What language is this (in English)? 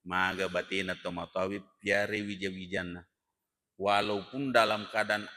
Buginese